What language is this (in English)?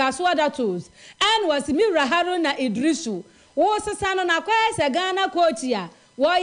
Akan